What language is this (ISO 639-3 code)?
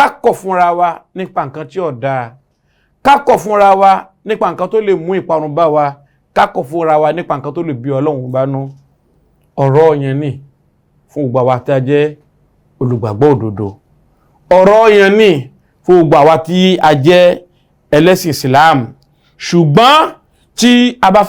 yor